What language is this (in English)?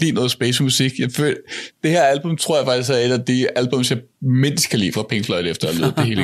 Danish